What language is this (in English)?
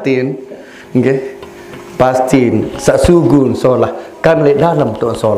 Sasak